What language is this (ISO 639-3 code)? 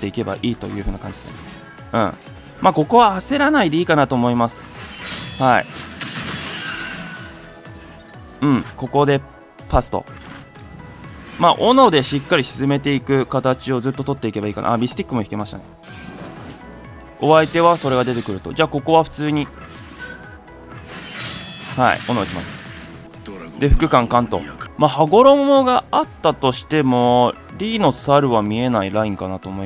jpn